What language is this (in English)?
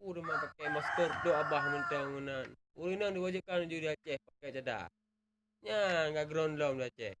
Achinese